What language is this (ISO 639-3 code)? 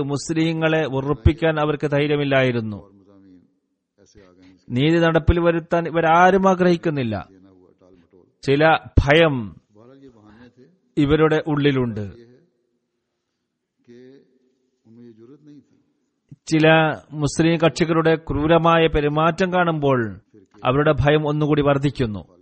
mal